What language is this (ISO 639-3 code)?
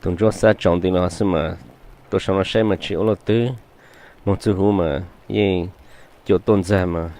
hmn